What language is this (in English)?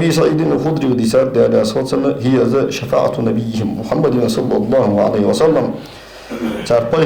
Ingush